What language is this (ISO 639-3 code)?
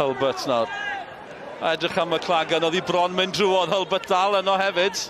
cym